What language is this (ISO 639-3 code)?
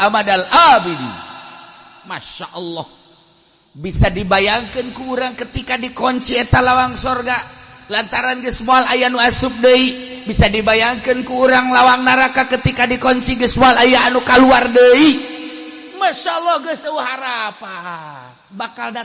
sun